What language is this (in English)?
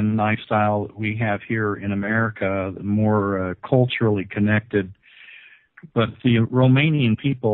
English